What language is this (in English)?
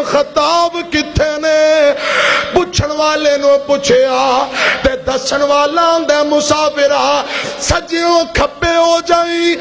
Western Panjabi